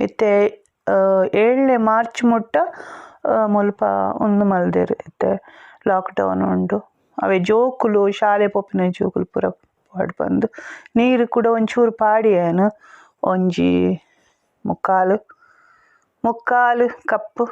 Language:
Tulu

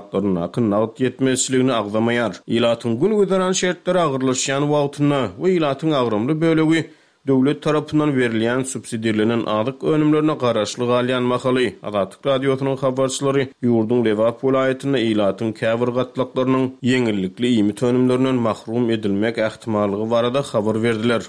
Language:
Turkmen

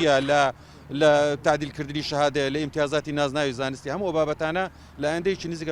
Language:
Central Kurdish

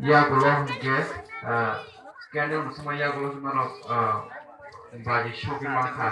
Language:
Kok Borok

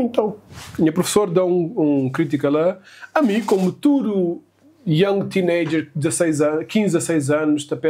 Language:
Kabuverdianu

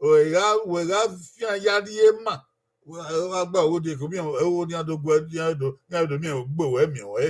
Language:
Bini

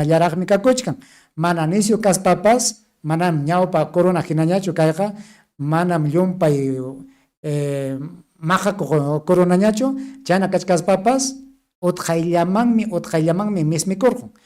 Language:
Ayacucho Quechua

